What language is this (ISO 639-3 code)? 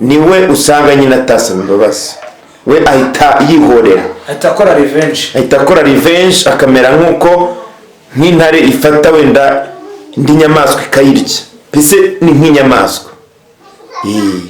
kin